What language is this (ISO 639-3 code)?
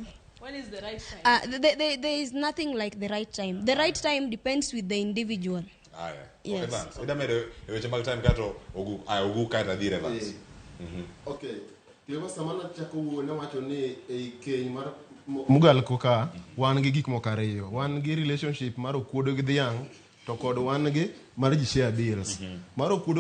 luo